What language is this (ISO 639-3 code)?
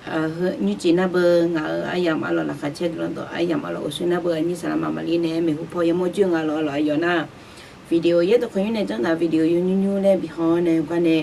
ahk